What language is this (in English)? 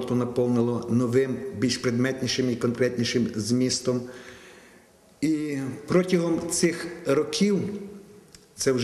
Ukrainian